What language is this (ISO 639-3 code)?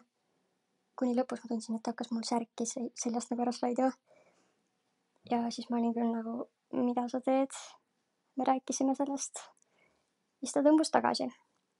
est